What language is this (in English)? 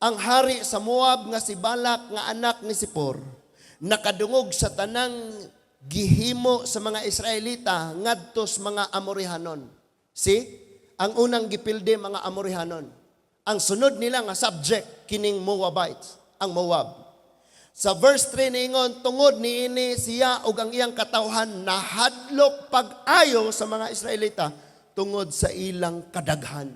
Cebuano